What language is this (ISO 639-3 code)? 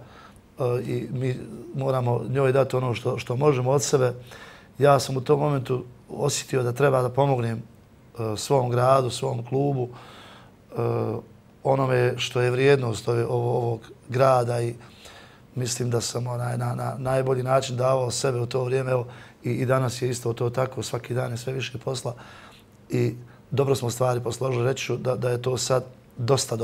bos